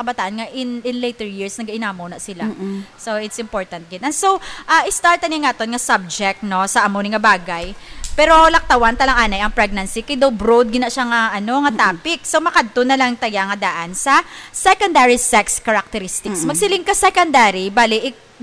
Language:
Hiligaynon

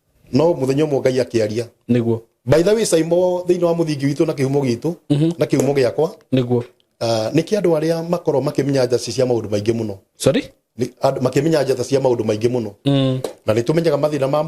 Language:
Kikuyu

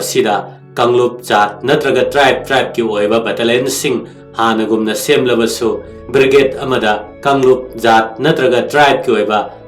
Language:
Manipuri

